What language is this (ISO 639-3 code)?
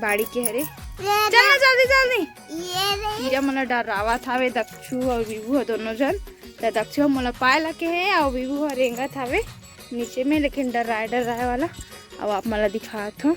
hne